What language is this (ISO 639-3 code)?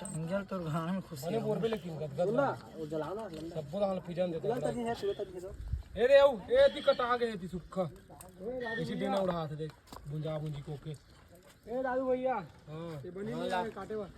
hne